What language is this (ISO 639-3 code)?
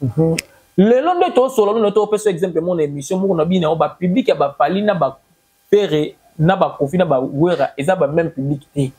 lin